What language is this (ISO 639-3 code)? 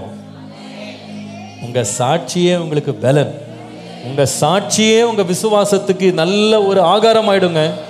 tam